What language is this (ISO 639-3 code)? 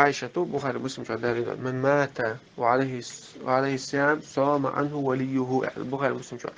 che